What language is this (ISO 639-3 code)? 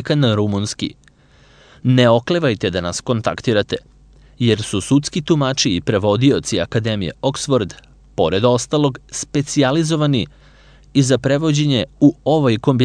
srp